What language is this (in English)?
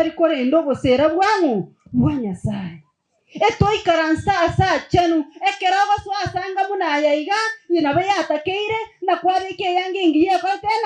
Gusii